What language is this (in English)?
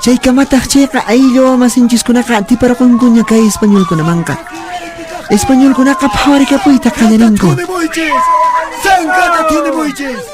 Quechua